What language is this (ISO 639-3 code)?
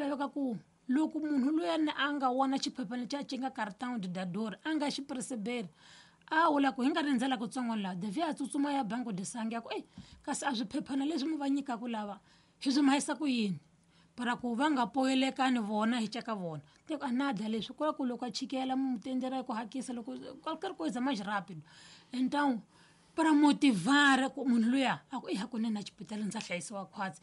tso